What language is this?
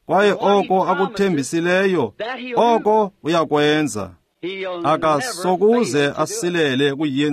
Xhosa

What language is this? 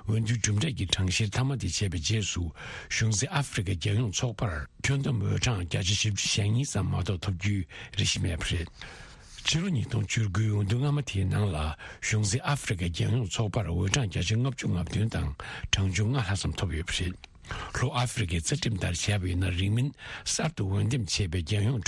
Tibetan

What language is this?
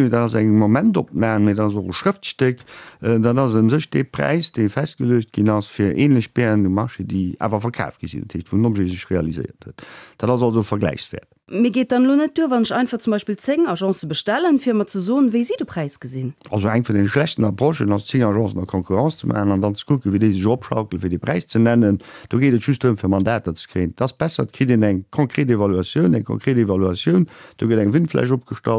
Luxembourgish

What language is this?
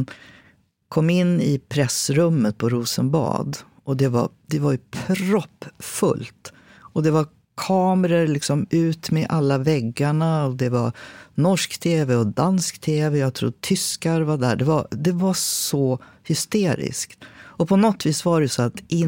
Swedish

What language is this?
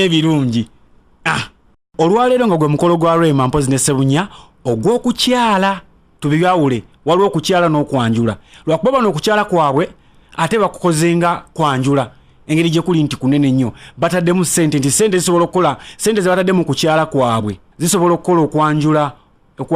Ganda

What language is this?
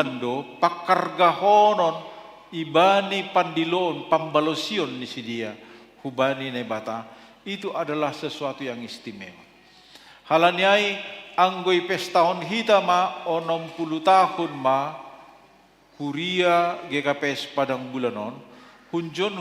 Batak Simalungun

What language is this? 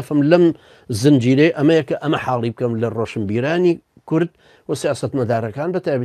Central Kurdish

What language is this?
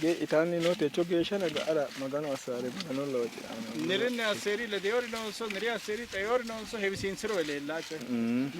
Sidamo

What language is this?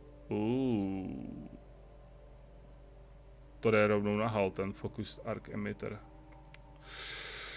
Czech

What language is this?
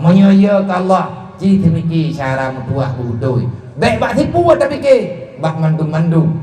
Achinese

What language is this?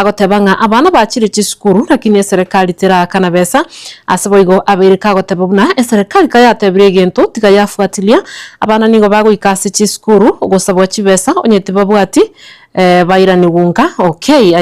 Gusii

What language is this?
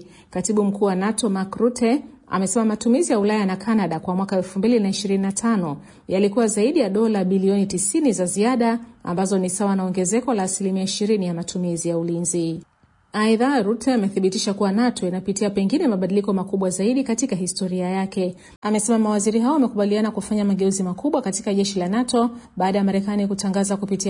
Swahili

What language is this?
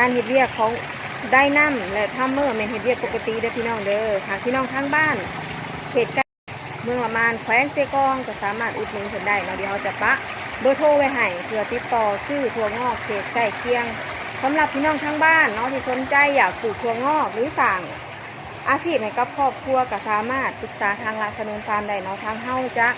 Northeastern Thai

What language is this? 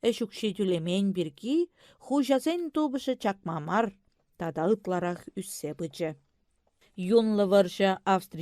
Chuvash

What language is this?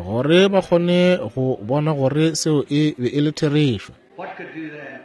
Northern Sotho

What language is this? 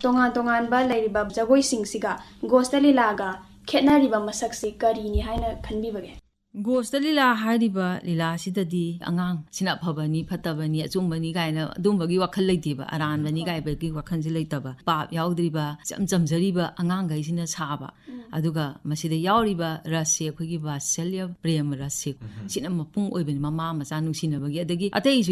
Manipuri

